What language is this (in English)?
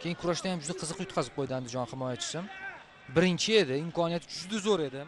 Uzbek